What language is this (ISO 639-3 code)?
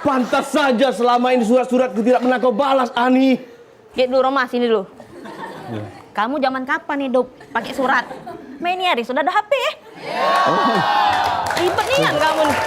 mui